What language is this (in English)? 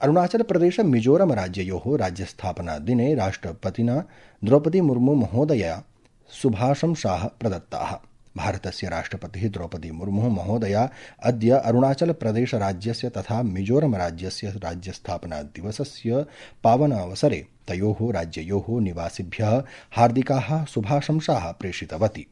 Sanskrit